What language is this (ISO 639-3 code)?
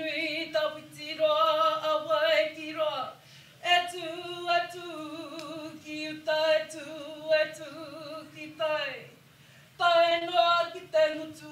mri